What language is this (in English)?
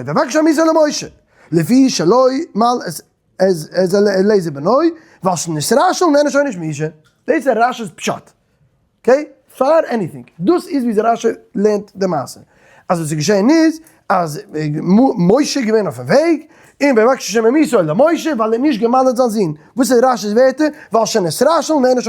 Yiddish